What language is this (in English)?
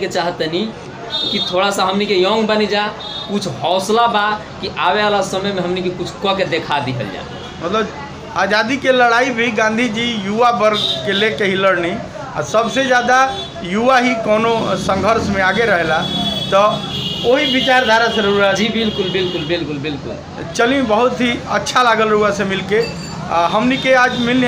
Bhojpuri